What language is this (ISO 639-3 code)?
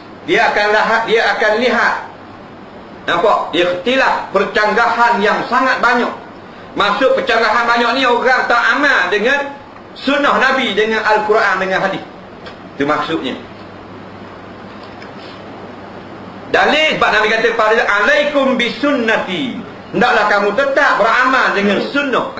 msa